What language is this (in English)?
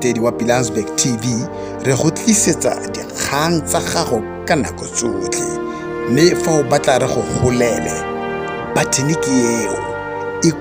Tswana